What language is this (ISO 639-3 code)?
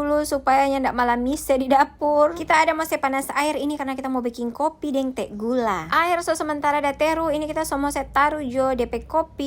xmm